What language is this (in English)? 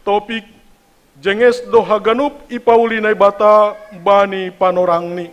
Batak Simalungun